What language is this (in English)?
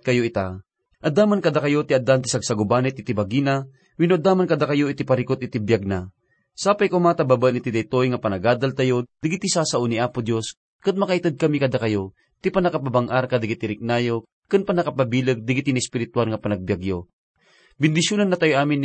Iloko